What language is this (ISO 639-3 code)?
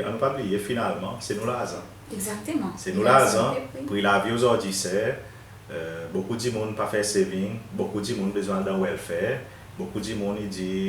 crs